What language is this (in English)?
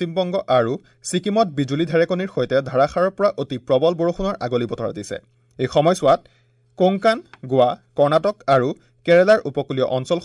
Assamese